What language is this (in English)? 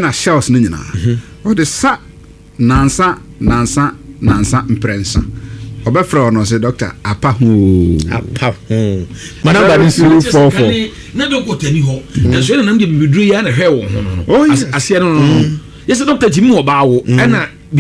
Akan